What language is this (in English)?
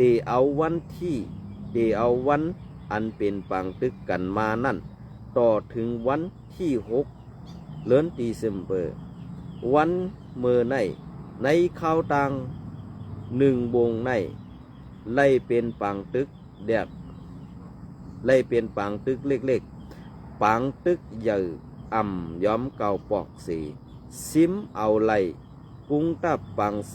Shan